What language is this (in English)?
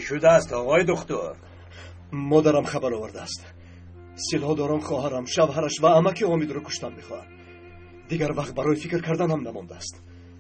Tajik